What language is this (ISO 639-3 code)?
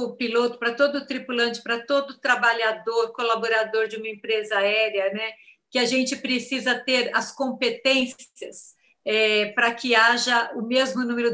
por